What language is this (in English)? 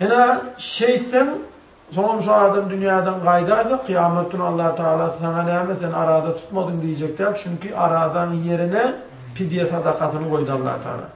Turkmen